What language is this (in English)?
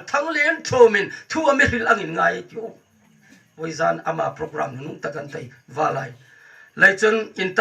Hmar